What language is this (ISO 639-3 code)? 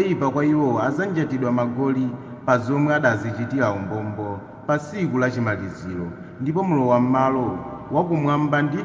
nya